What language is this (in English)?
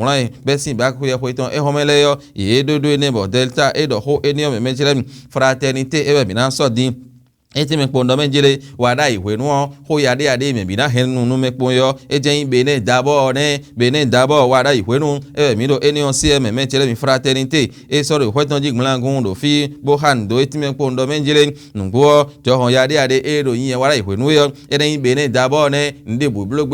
Fon